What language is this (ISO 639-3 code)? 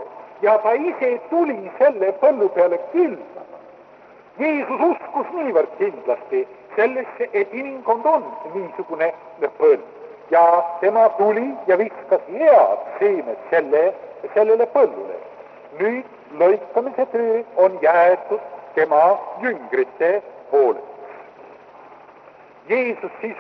est